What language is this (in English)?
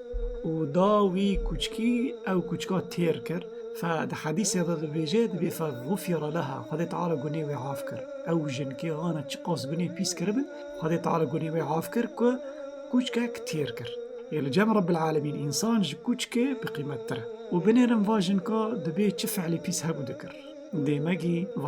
Kurdish